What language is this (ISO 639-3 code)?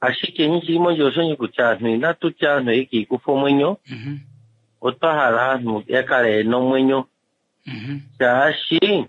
kua